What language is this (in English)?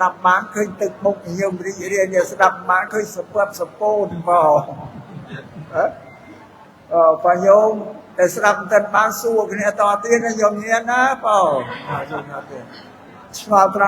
Khmer